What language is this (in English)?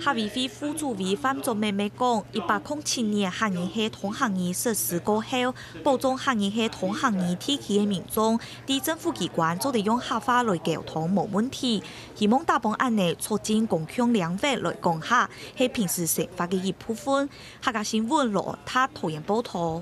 Hakka Chinese